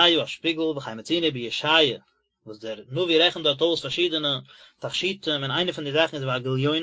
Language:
Yiddish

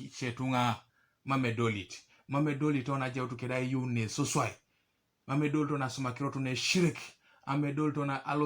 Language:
Teso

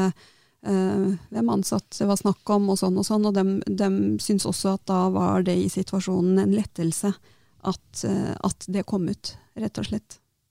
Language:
Norwegian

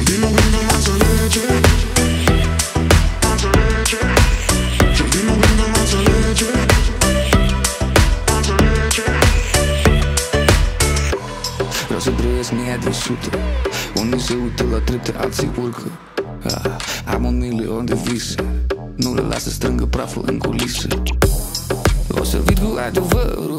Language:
Romanian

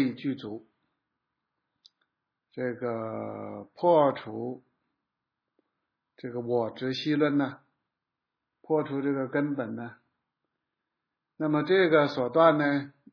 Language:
Chinese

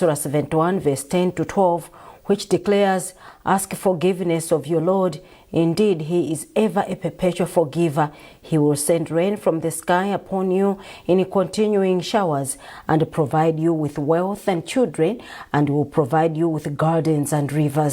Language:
English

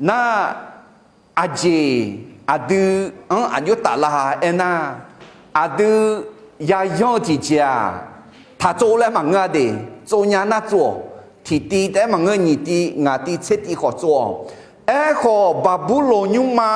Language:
Akha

